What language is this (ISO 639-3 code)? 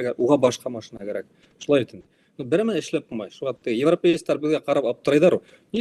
bak